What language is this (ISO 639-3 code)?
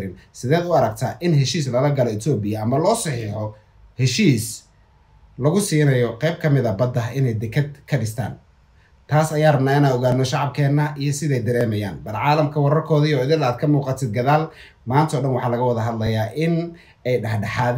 som